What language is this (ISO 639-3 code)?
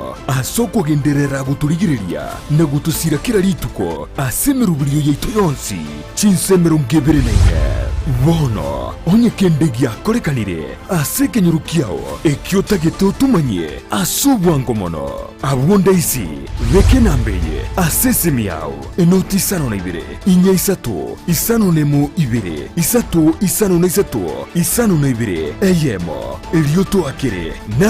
guz